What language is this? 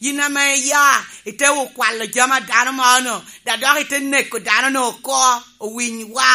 Lango (Uganda)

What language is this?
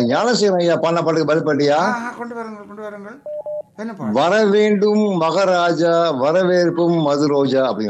Tamil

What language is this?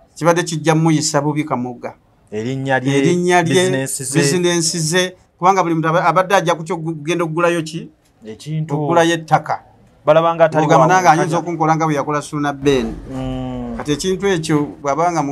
Ganda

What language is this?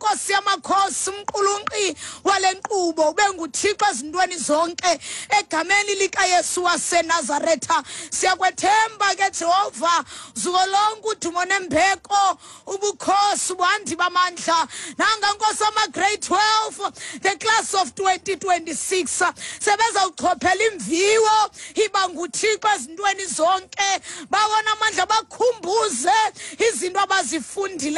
Xhosa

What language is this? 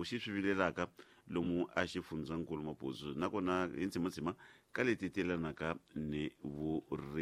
Tsonga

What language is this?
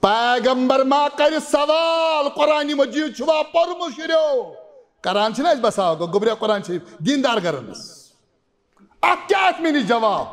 Kashmiri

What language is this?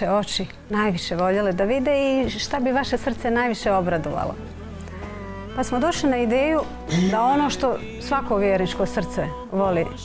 Bosnian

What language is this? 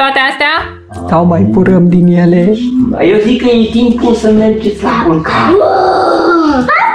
Romanian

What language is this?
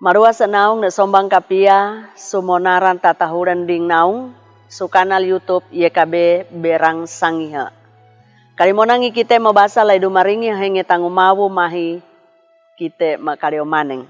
Sangir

